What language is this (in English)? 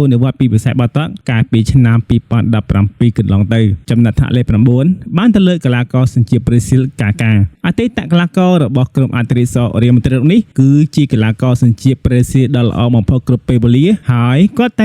Khmer